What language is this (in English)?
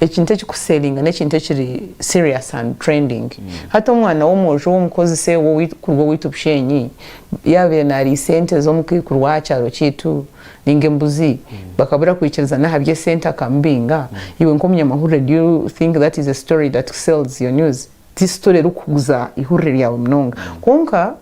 Nyankole